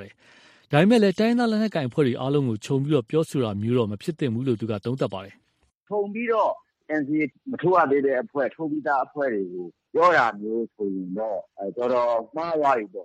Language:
Burmese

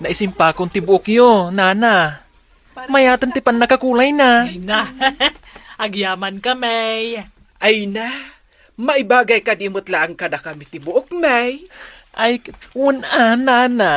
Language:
Iloko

